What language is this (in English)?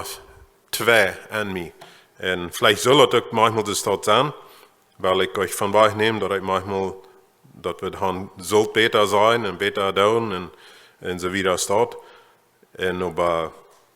Plautdietsch